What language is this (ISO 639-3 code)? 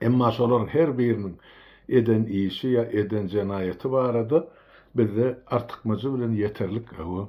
tuk